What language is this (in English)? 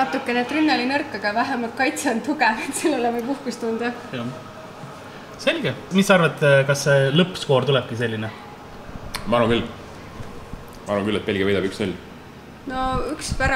Estonian